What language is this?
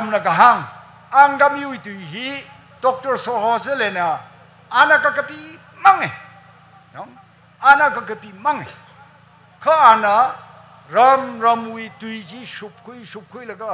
Tangkhul Naga (India)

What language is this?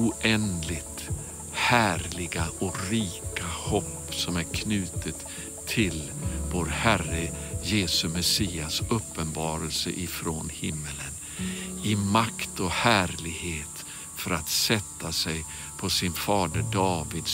Swedish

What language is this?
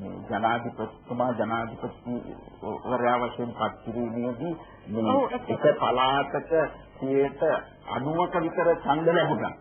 Sinhala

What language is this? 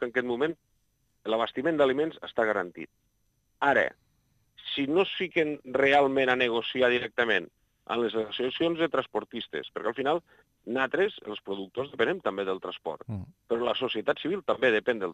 Catalan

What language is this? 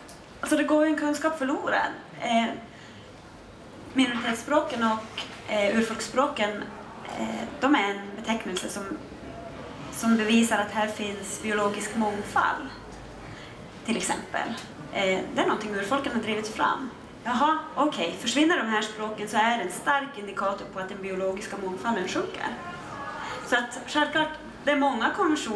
Swedish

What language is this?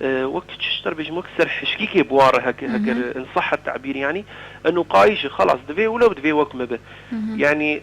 Kurdish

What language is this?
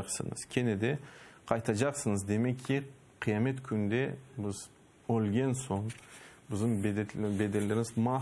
Crimean Tatar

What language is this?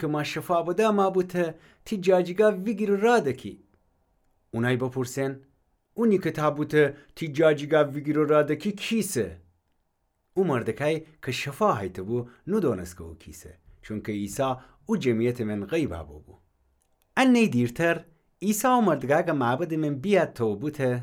Gilaki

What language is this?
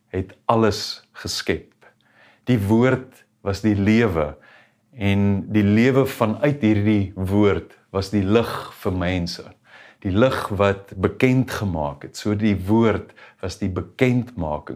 Afrikaans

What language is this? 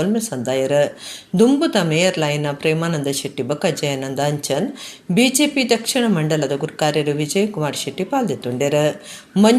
Tulu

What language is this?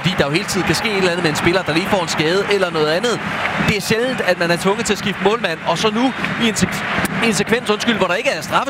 Danish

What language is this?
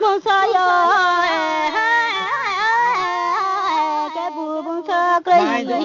Riang (India)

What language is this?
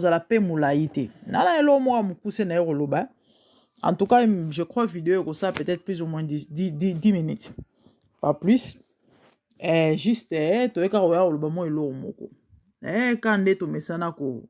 Lingala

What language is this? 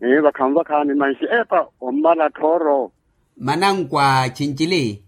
Makhuwa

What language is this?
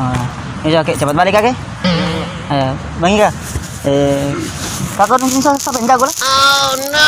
Ambonese Malay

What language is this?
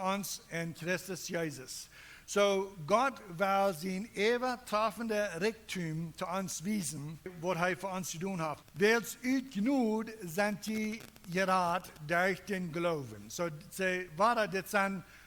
Plautdietsch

